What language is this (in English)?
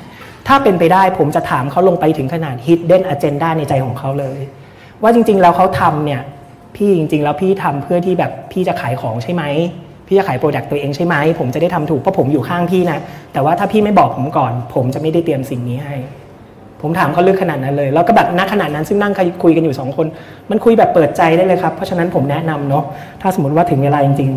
Thai